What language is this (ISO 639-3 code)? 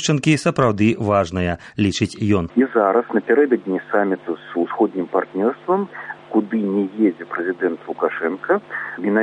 bel